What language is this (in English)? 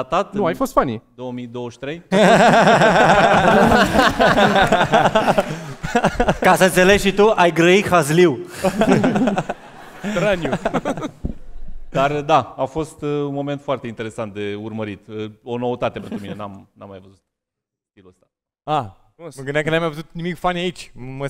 Romanian